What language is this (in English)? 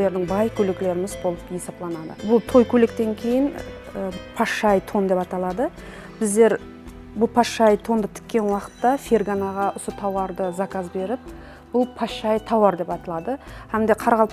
Kara-Kalpak